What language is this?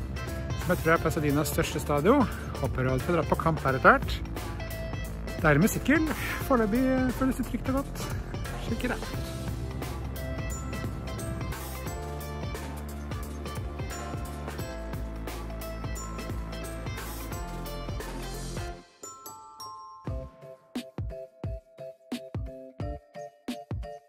Norwegian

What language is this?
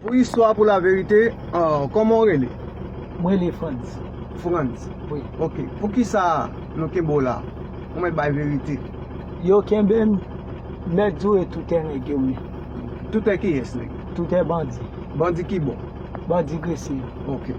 Haitian Creole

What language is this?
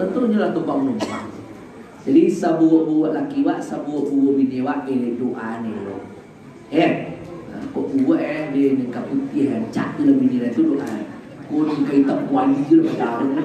Minangkabau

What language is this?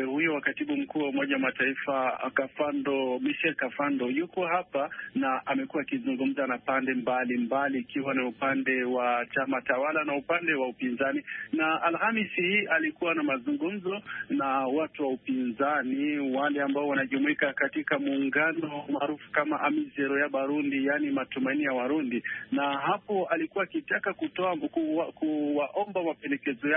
Swahili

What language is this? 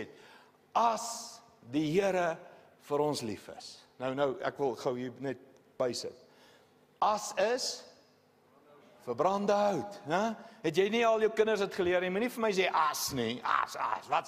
Afrikaans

